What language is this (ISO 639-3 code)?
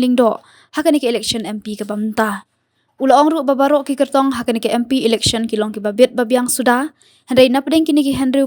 kha